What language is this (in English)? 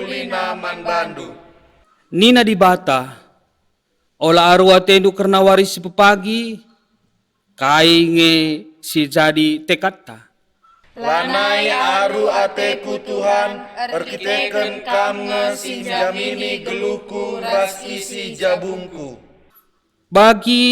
Batak Karo